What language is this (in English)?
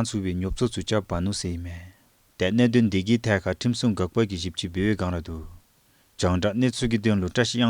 Dzongkha